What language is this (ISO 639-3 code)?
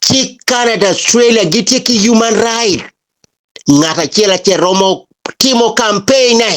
ach